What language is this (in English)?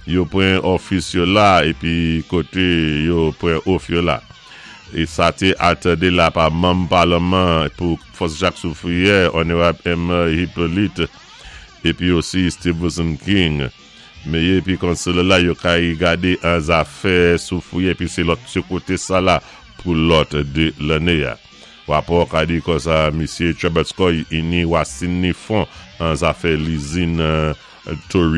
Saint Lucian Creole French